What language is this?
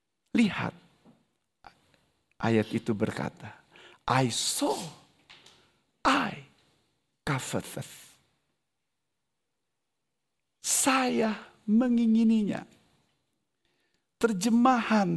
Indonesian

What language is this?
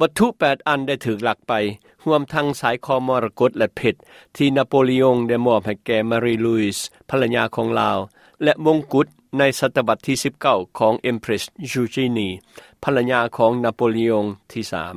Lao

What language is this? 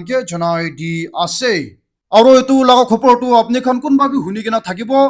Naga Pidgin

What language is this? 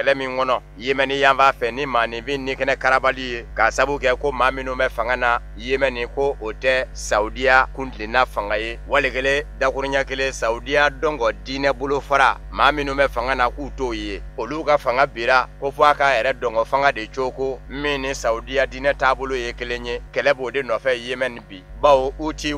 Bambara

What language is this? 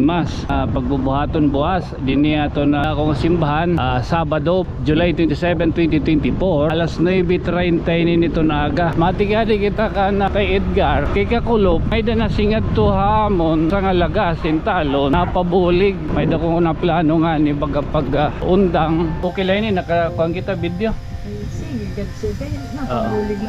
Waray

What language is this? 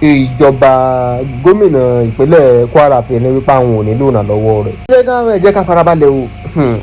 Yoruba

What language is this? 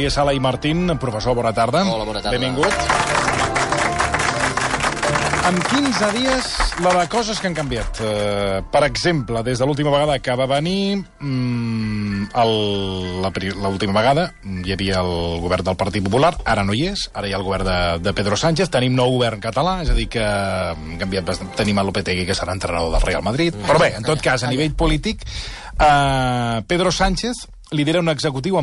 Catalan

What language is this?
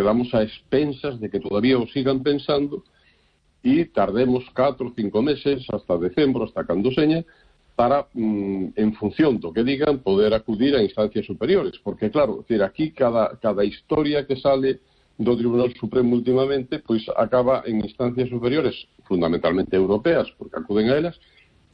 Galician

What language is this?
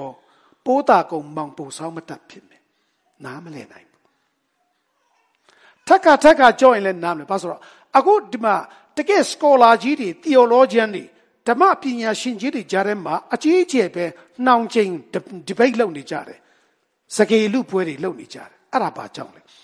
Burmese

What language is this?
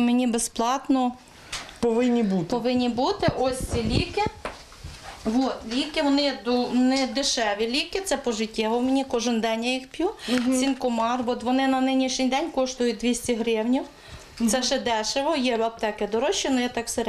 Ukrainian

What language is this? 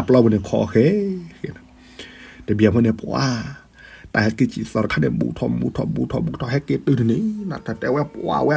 S'gaw Karen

